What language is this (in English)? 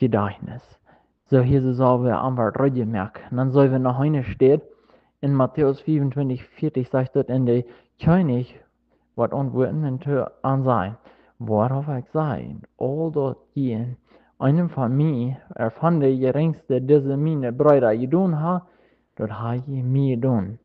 Plautdietsch